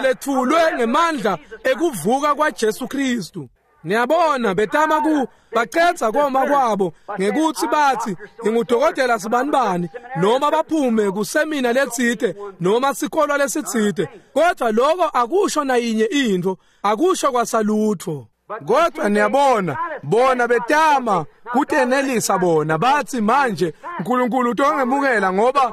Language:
Swati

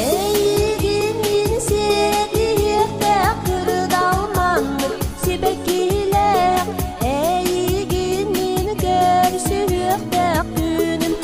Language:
Yakut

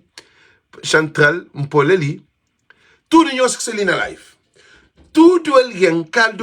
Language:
Kabuverdianu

